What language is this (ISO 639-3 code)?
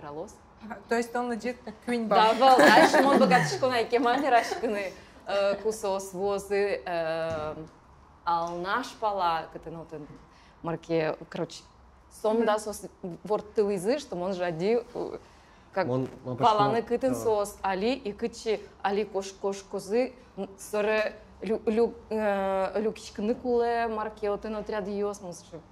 udm